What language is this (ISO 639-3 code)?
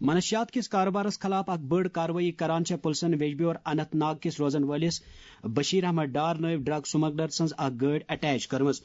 kas